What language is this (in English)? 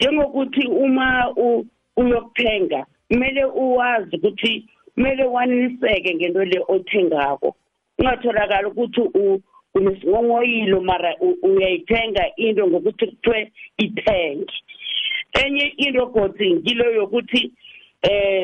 South Ndebele